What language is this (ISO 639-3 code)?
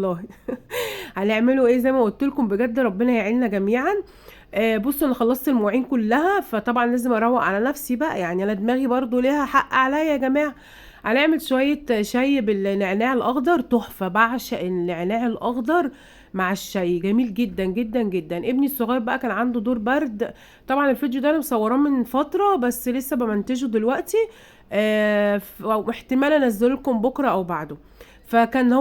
arz